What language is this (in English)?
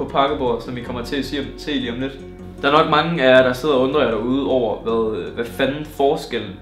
Danish